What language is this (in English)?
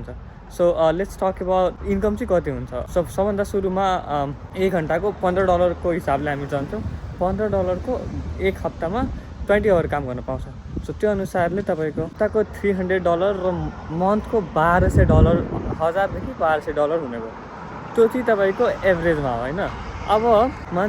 Nepali